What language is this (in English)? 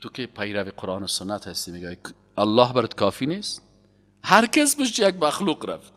Persian